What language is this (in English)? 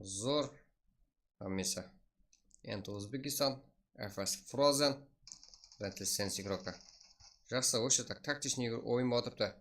Kara-Kalpak